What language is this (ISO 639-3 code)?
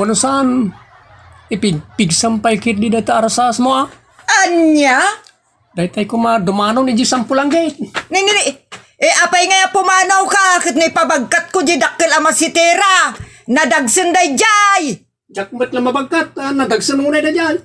ilo